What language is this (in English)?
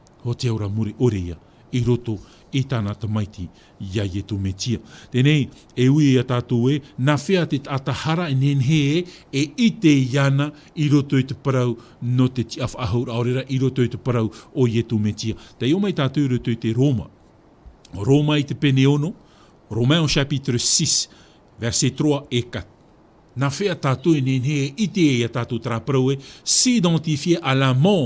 Tahitian